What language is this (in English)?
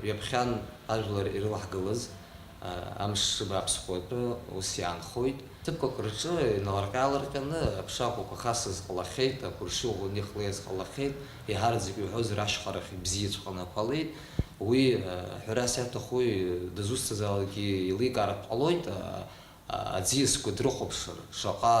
Abkhazian